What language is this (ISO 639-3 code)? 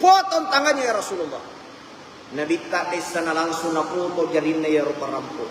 bug